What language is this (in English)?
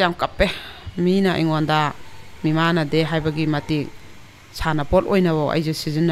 Manipuri